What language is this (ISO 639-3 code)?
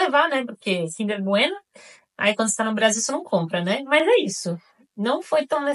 por